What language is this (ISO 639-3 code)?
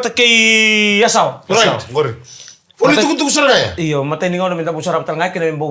fij